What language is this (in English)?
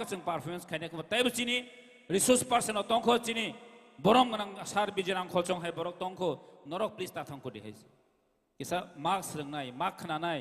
Kok Borok